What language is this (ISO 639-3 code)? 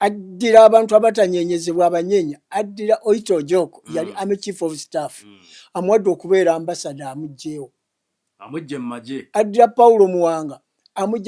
lug